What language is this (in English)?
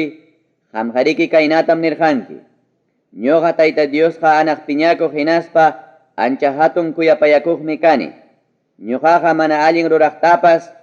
Ayacucho Quechua